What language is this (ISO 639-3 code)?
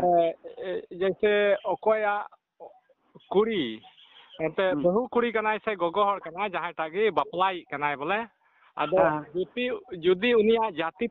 sat